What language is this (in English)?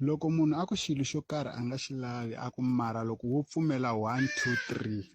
Tsonga